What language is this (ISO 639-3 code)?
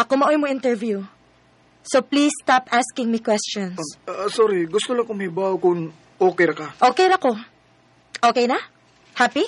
ceb